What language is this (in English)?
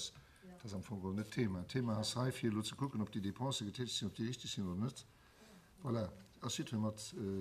Luxembourgish